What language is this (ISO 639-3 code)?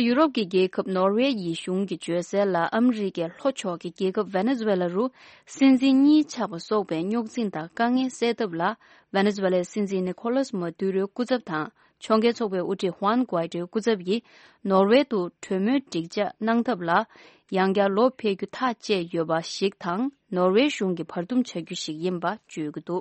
bod